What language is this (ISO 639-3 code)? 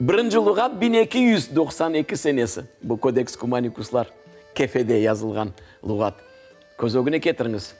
crh